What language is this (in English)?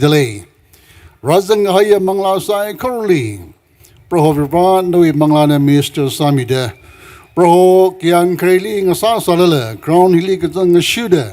Tangkhul Naga (India)